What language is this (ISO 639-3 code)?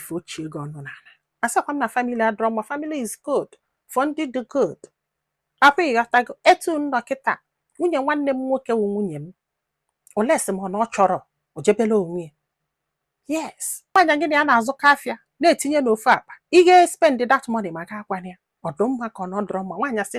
ibo